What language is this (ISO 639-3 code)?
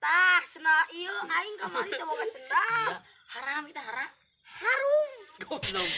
sun